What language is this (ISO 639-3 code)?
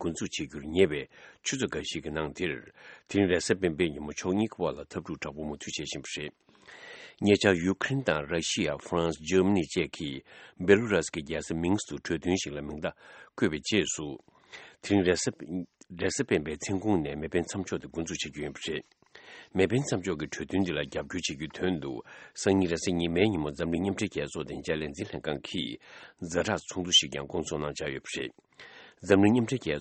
bod